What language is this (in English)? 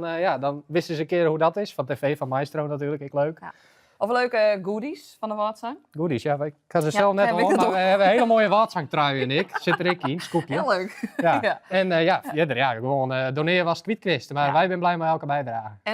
Western Frisian